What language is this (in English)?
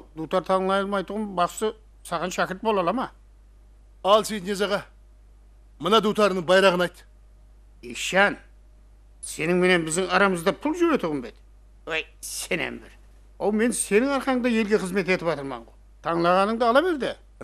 Kara-Kalpak